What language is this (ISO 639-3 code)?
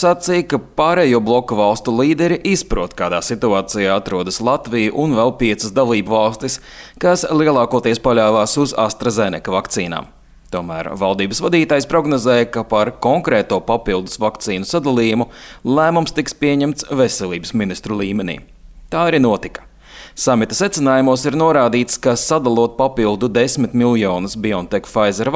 lav